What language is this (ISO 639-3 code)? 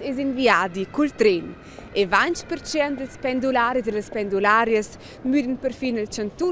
roh